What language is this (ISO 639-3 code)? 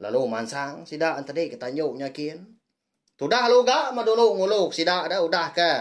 iba